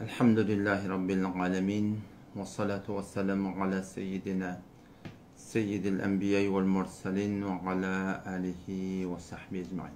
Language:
Turkmen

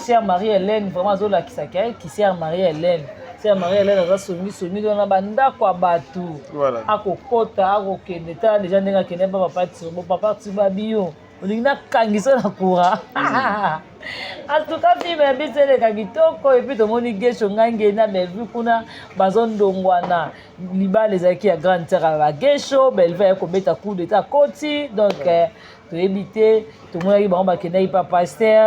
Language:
Lingala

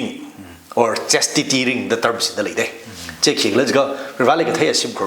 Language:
Tangkhul Naga (India)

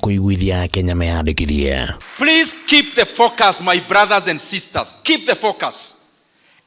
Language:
Kikuyu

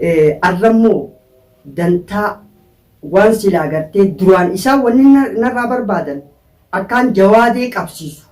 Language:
Oromo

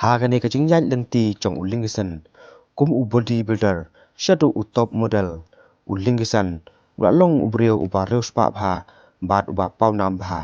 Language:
Khasi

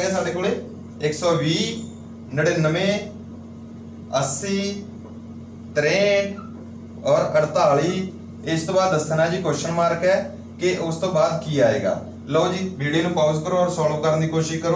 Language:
Punjabi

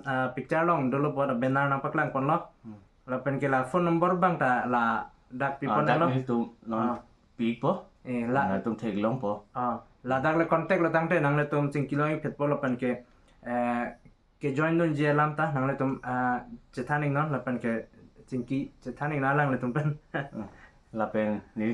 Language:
Karbi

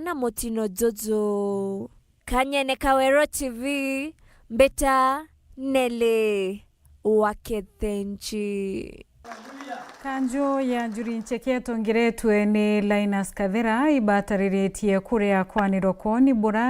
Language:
Meru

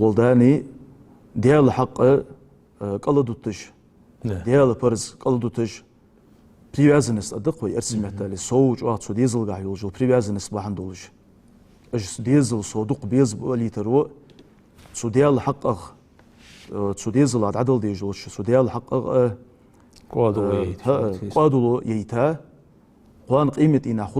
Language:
Ingush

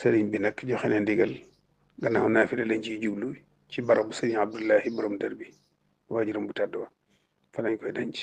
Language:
Wolof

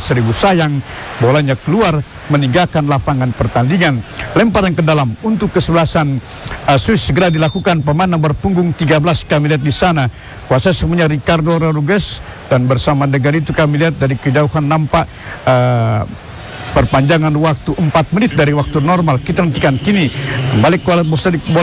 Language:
Indonesian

